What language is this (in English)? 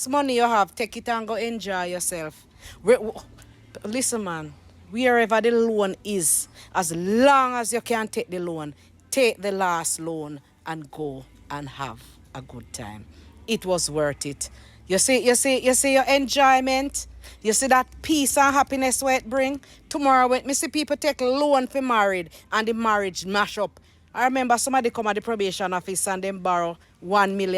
Jamaican Creole English